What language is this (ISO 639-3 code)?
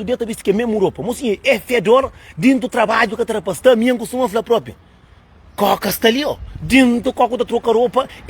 kea